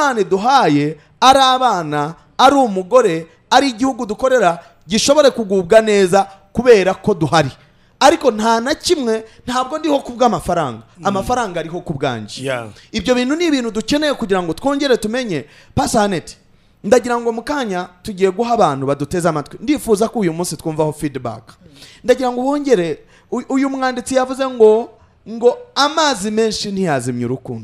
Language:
Kinyarwanda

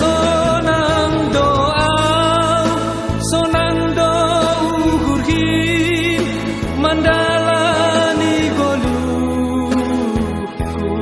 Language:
Batak Simalungun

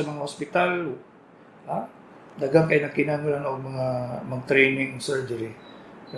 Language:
Cebuano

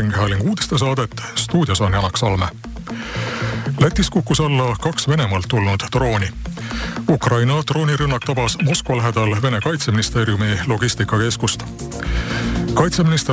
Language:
Estonian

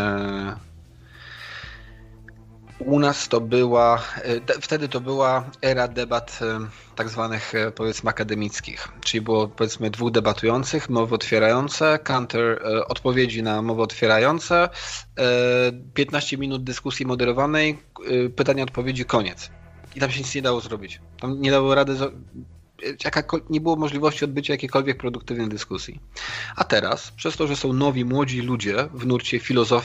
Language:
Polish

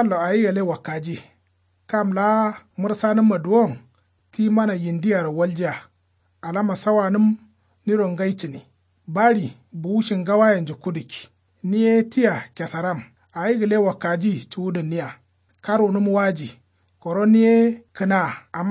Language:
Kanuri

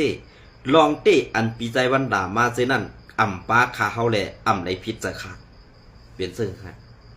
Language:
Shan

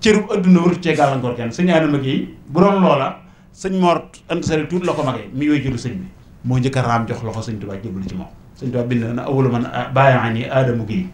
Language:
Wolof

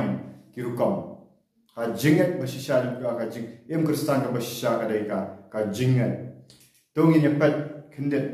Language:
Khasi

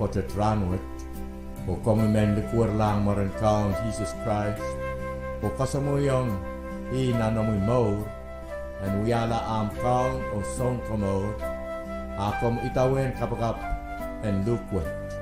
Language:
Pohnpeian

